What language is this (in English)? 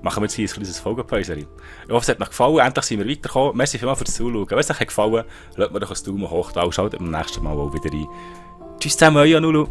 Swiss German